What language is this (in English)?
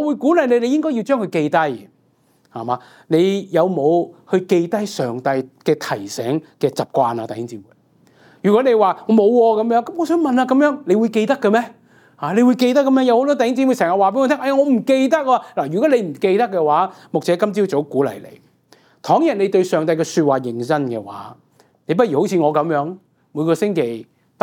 Cantonese